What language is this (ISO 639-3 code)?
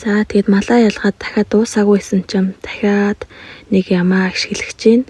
mon